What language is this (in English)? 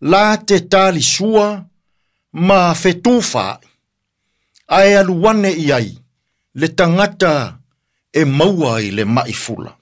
Samoan